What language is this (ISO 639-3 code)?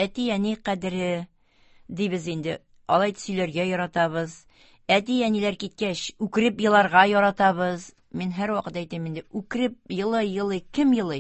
tat